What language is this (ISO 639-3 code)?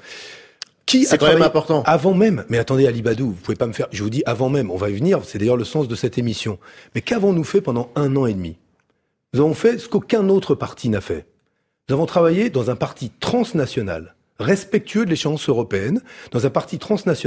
fra